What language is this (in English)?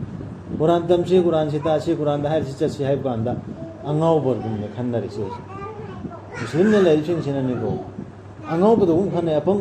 Manipuri